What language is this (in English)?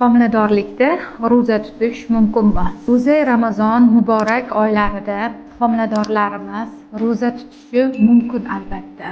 Uzbek